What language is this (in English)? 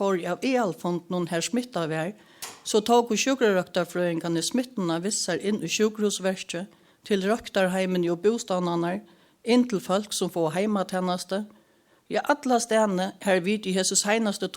Faroese